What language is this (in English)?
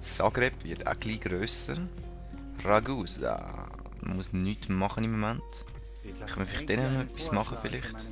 Swiss German